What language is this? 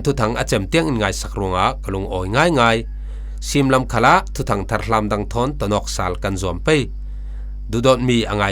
Falam Chin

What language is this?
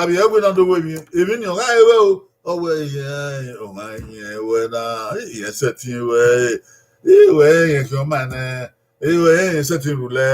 Bini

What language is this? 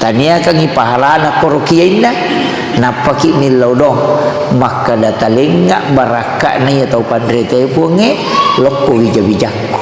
Buginese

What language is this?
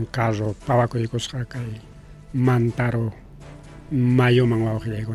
Ayacucho Quechua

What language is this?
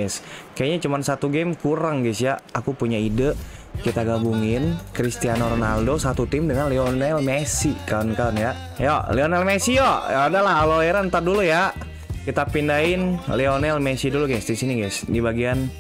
Indonesian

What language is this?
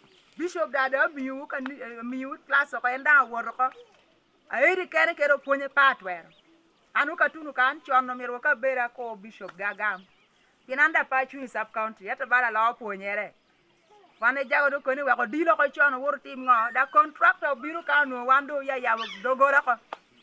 Lango (Uganda)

